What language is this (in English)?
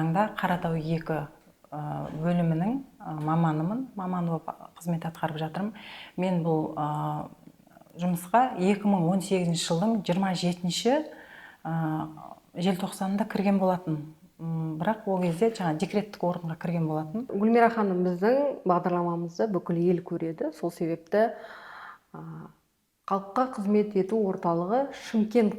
Kazakh